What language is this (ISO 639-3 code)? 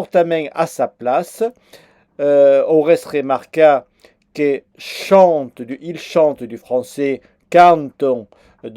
oci